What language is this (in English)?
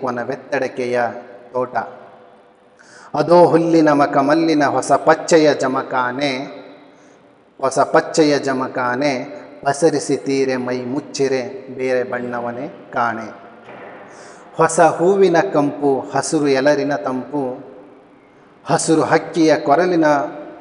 Kannada